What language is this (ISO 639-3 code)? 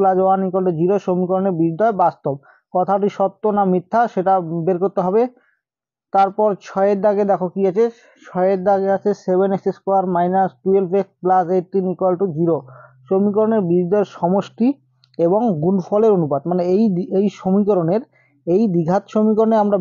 ben